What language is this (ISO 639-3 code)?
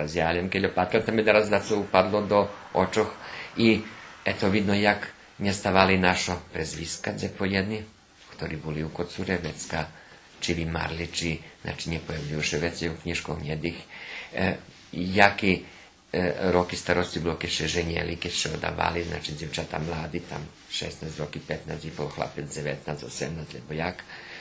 rue